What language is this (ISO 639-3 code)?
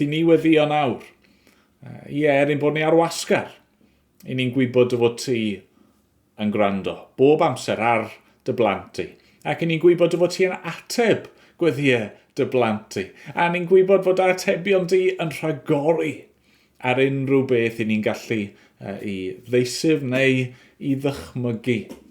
cym